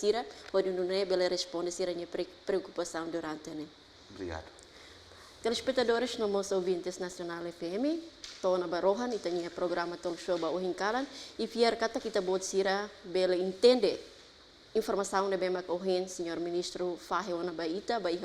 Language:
Tetum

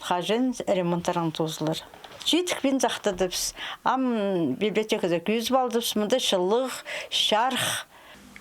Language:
Khakas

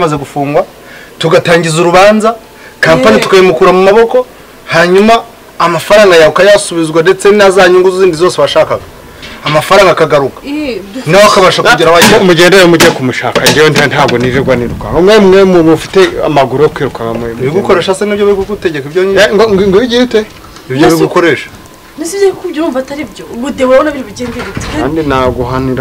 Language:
Kinyarwanda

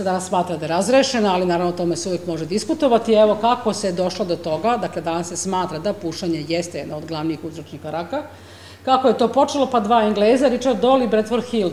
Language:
Serbian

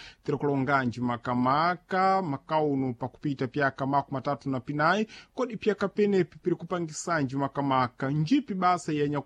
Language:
Sena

